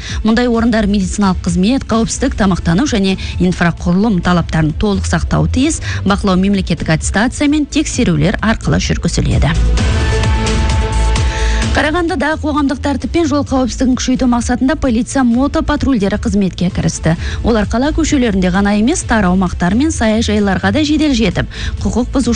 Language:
Kazakh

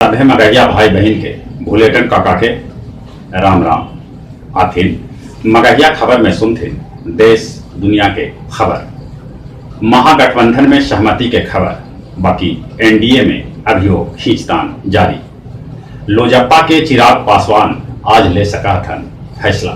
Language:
Magahi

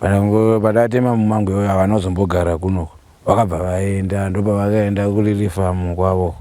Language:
Shona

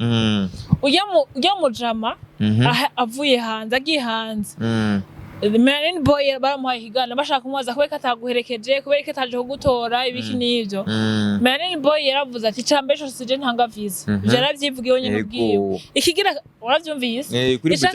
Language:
Rundi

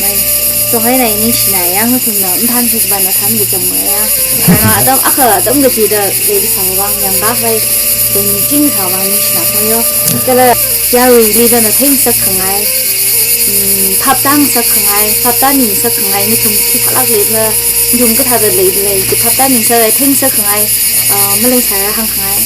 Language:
Tangkhul Naga (India)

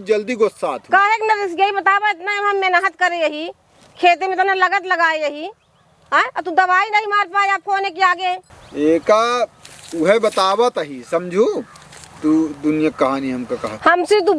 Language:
Awadhi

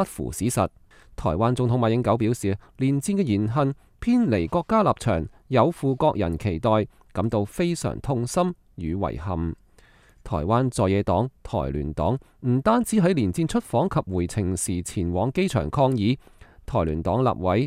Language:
Cantonese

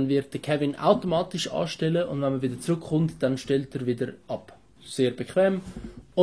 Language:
Swiss German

